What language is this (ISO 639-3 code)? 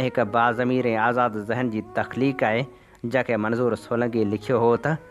snd